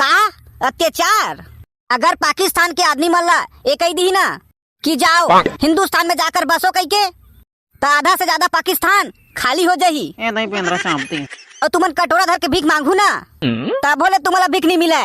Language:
Chhattisgarhi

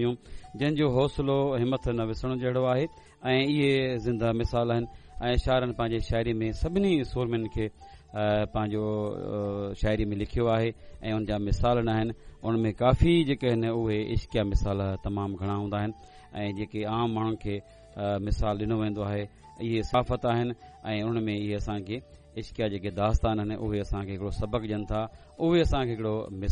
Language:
Sindhi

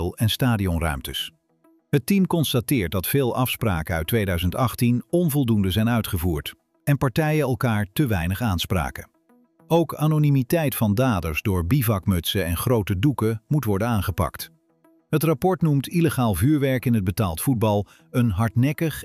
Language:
Dutch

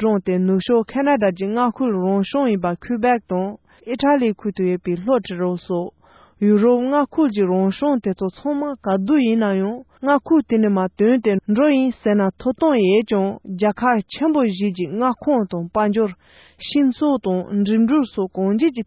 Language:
Tibetan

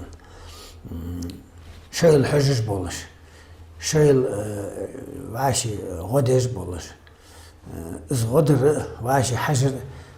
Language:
Ingush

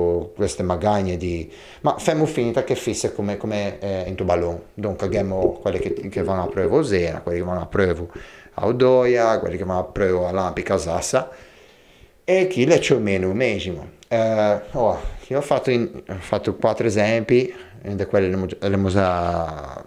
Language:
Ligurian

